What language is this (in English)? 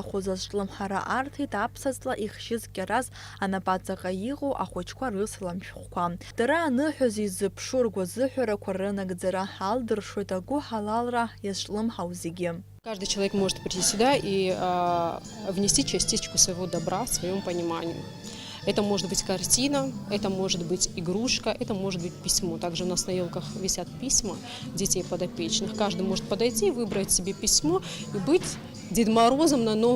Abkhazian